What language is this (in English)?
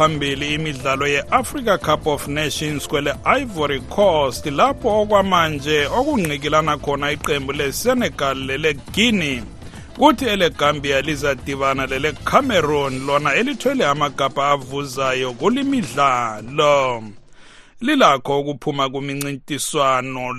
North Ndebele